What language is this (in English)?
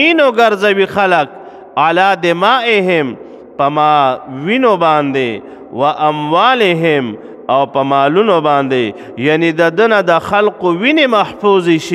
Pashto